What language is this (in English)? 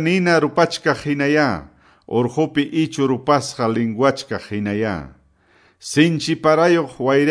Quechua